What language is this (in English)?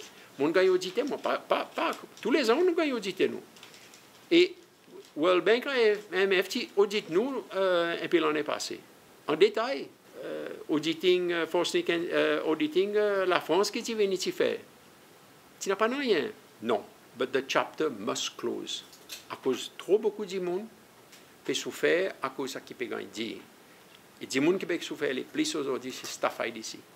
Seselwa Creole French